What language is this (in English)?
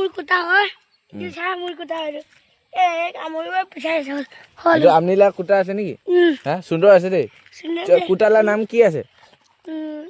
Naga Pidgin